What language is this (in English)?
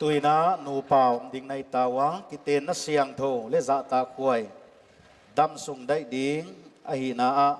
Paite Chin